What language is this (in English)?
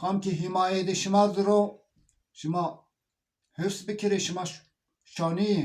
Zaza